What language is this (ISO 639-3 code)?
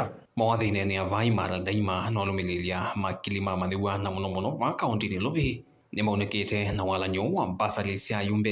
kam